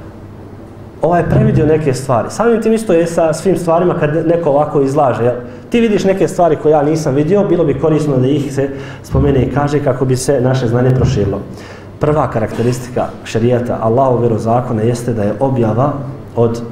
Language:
Bosnian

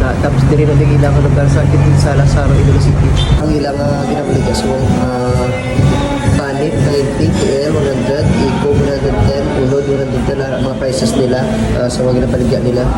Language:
Hiligaynon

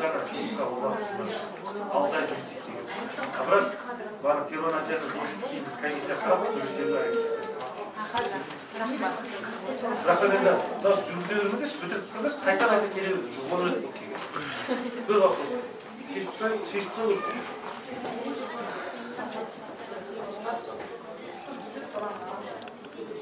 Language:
Kazakh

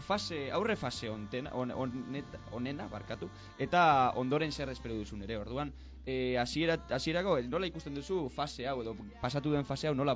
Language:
Basque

